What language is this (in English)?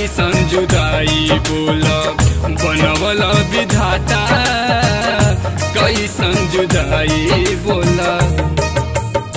Bhojpuri